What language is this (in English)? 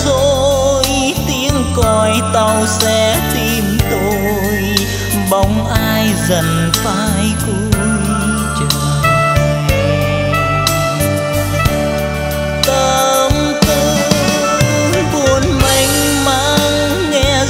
Vietnamese